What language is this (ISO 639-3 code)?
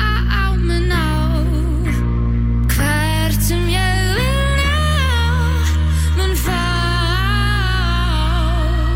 isl